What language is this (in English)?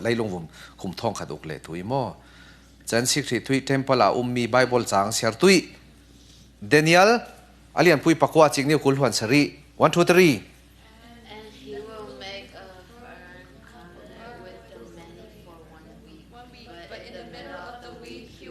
Falam Chin